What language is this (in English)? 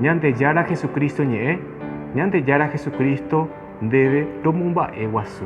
Guarani